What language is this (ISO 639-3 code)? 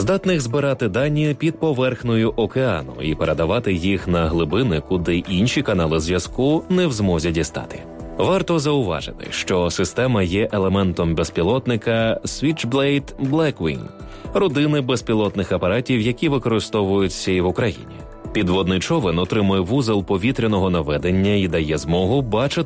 ukr